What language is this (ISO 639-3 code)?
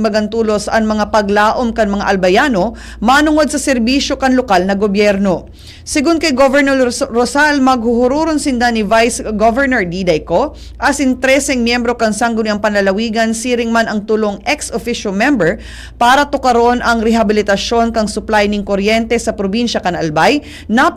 bik